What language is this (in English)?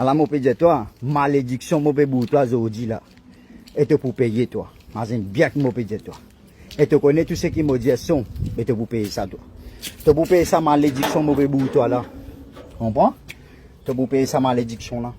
Morisyen